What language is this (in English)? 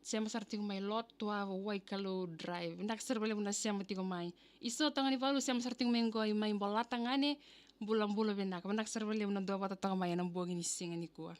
Fijian